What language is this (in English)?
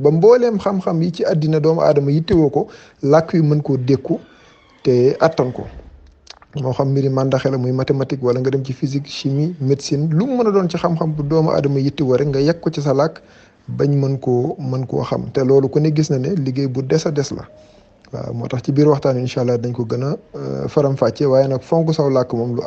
Wolof